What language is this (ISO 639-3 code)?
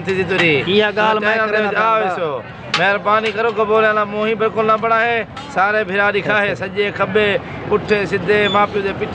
skr